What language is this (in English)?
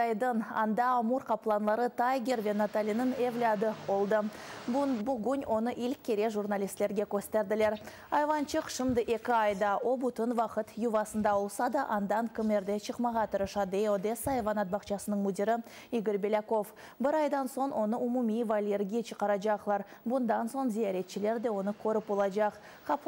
Crimean Tatar